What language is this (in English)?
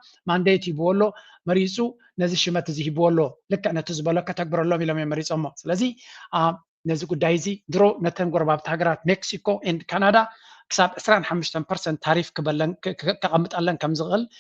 Tigrinya